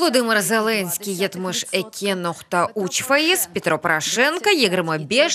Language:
Crimean Tatar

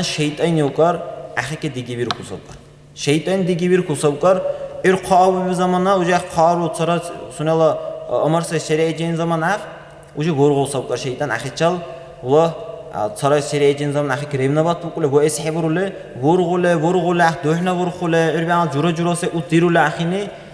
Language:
Dargwa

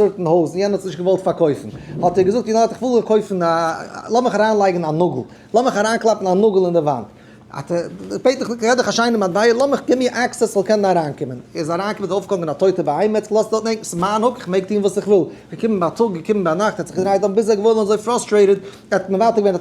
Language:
Yiddish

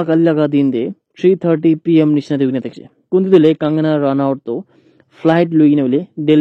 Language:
Naga Pidgin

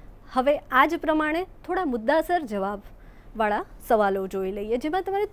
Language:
Gujarati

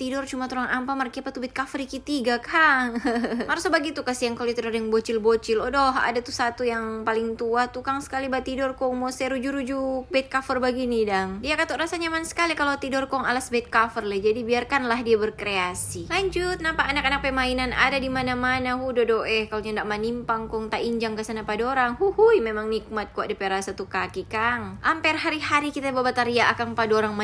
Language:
Manado Malay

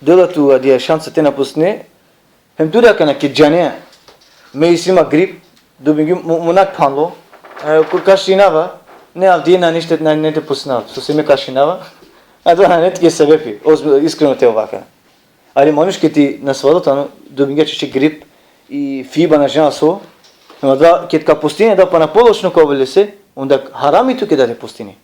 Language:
Balkan Romani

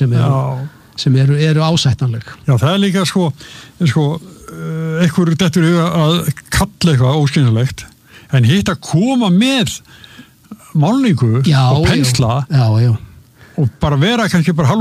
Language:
Icelandic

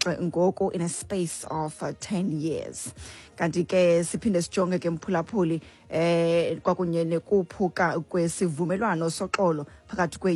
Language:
Xhosa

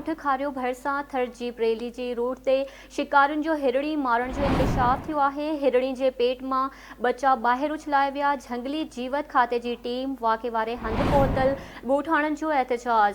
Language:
Sindhi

